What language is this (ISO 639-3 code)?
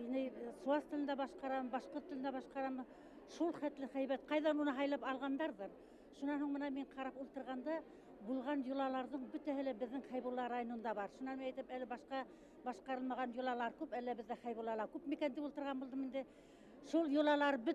bak